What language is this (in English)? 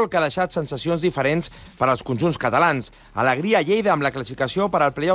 Catalan